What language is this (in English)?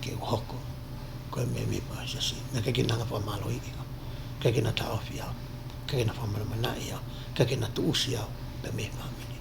Tongan